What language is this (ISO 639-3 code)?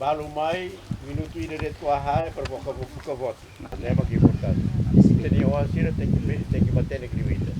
tet